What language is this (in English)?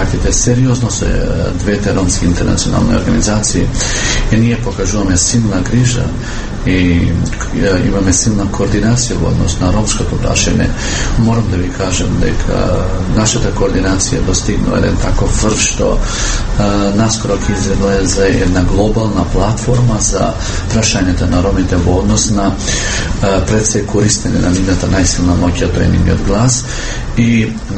Macedonian